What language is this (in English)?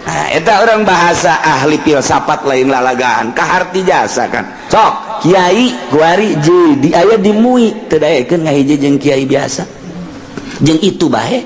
Sundanese